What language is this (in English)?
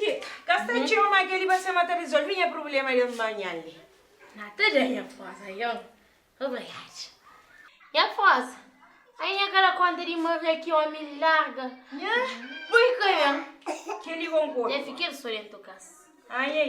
Kabuverdianu